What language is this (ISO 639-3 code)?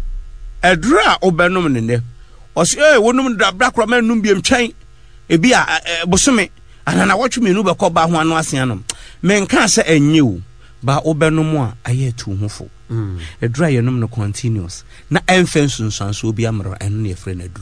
aka